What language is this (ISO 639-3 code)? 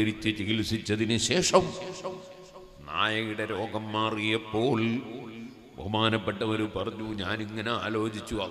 mal